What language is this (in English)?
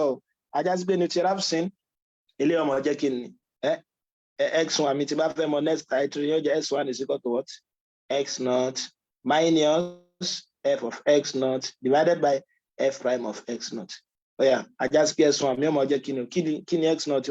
Yoruba